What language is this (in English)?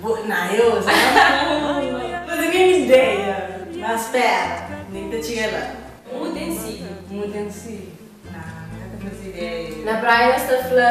Kabuverdianu